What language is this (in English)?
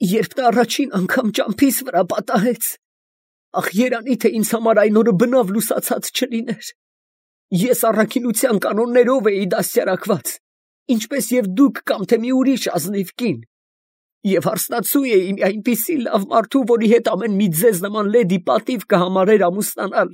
Armenian